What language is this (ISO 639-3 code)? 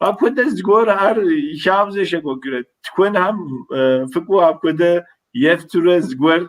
kbd